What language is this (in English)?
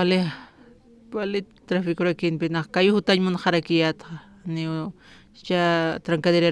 Aymara